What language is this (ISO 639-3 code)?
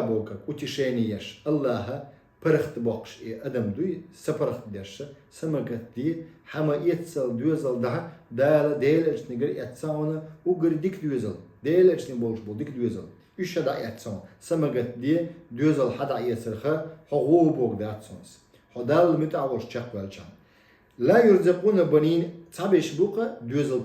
che